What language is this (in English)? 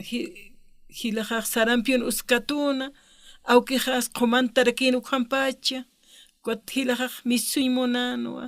Aymara